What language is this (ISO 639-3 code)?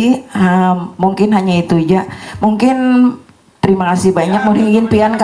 bjn